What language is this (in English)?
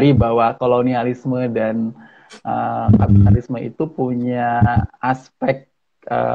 Indonesian